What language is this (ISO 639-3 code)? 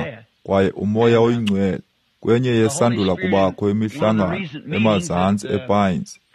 xho